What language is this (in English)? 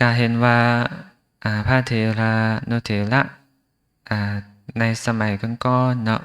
Lao